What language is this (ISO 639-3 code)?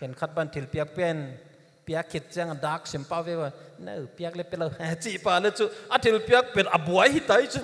pck